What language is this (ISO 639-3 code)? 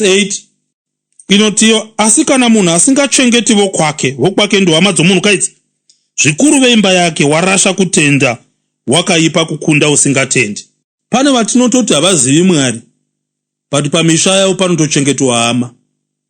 sna